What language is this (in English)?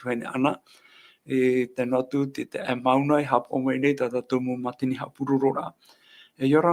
Tahitian